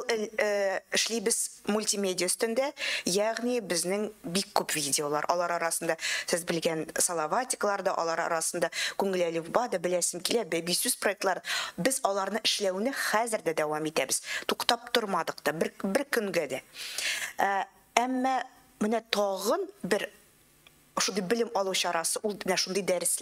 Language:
Tatar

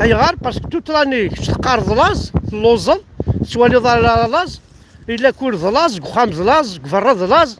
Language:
Kabyle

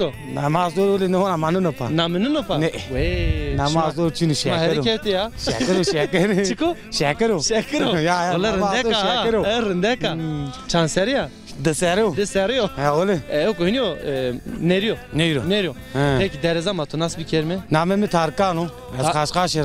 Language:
Zaza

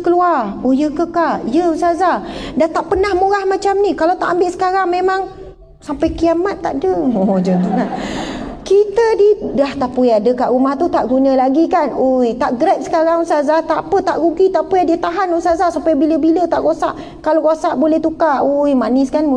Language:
Malay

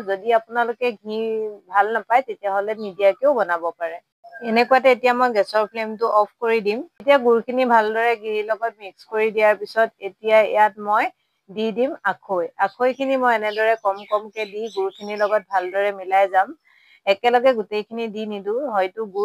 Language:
Assamese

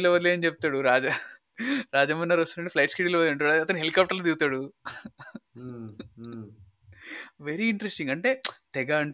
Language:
Telugu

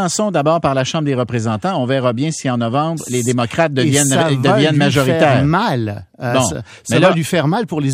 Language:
French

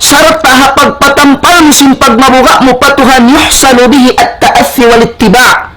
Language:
Tausug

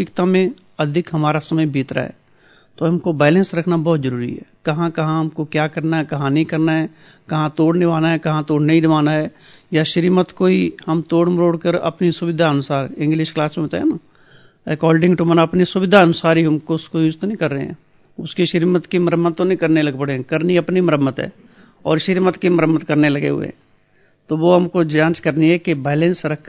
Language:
Hindi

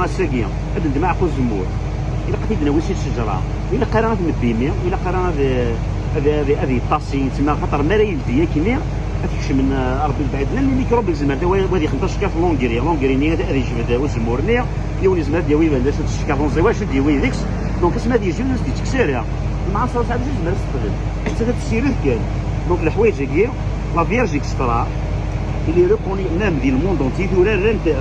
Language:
Kabyle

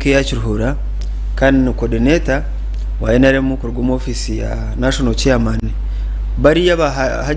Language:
Nyankole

